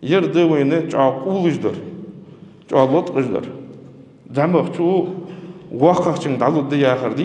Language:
Ingush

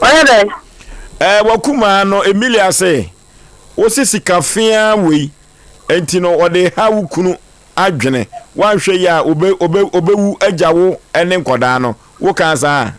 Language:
Akan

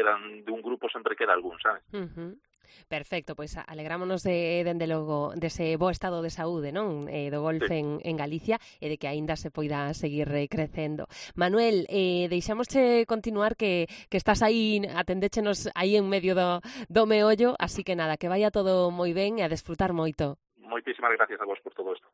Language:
Galician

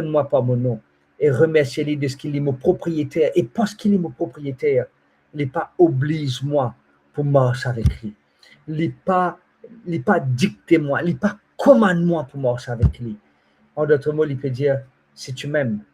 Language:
Morisyen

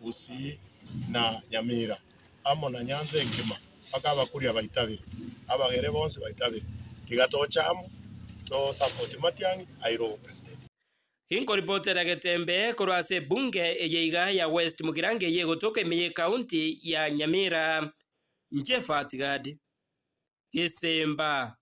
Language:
Gusii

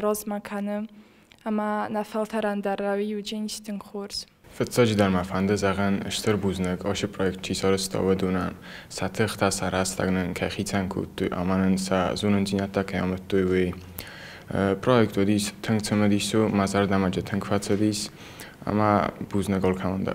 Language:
Ossetic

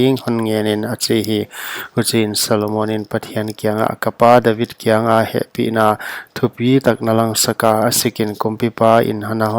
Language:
Paite Chin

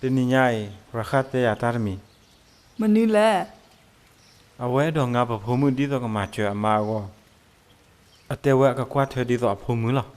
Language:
S'gaw Karen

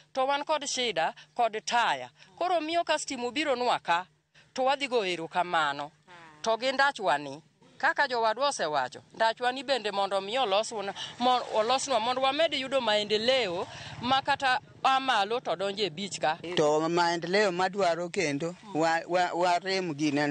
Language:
Luo (Kenya and Tanzania)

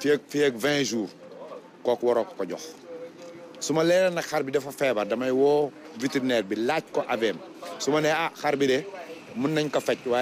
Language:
Wolof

